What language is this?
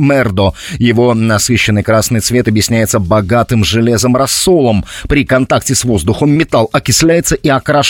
Russian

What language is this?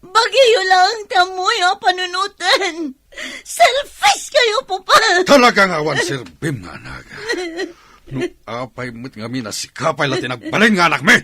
Iloko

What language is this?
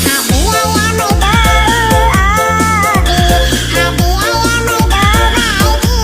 Nias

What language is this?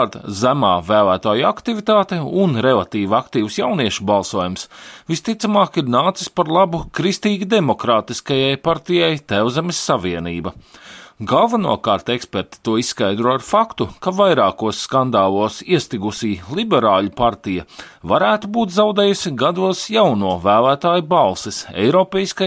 Latvian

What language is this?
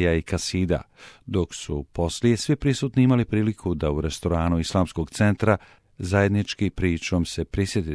Bosnian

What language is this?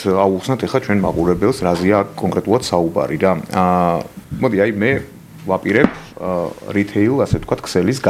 Georgian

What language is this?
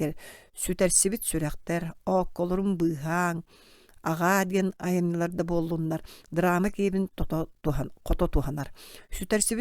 Yakut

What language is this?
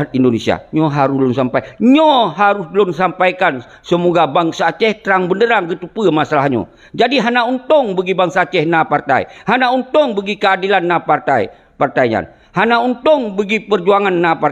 Achinese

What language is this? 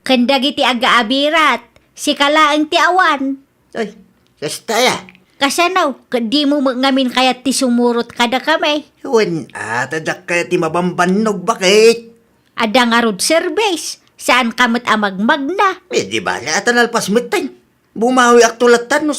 Iloko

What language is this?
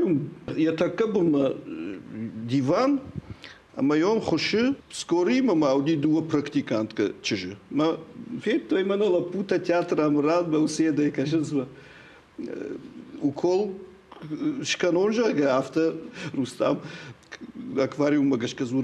Ossetic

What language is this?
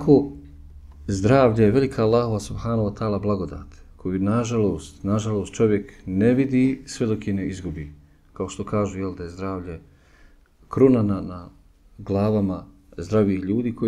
Bosnian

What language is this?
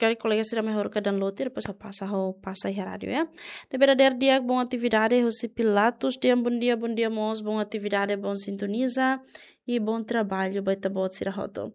Tetum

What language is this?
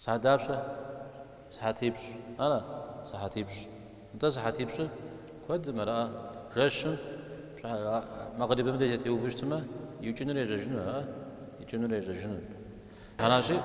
Kabardian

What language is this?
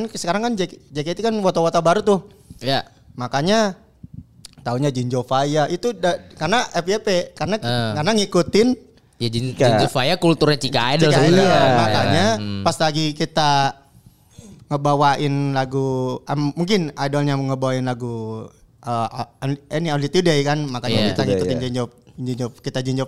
Indonesian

